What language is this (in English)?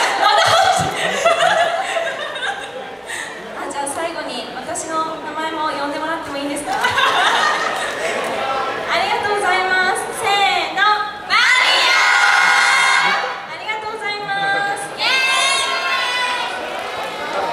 Japanese